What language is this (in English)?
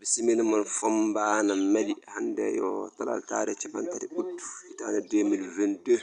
Fula